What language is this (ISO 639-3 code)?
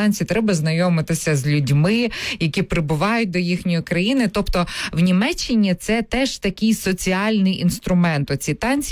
ukr